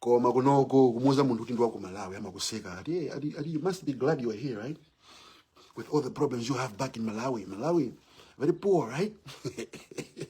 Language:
Nyanja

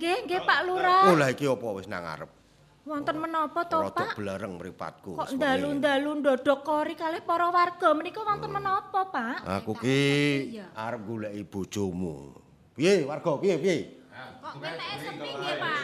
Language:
Javanese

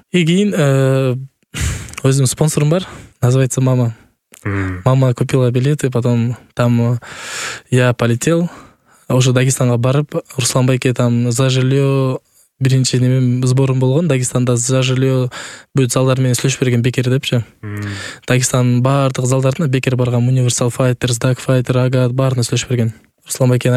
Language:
Kyrgyz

